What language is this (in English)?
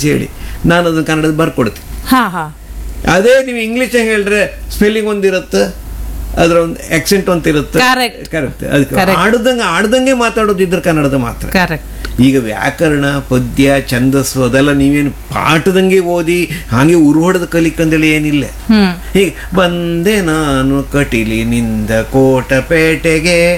Kannada